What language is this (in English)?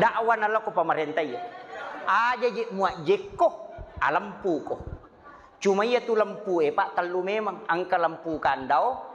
Buginese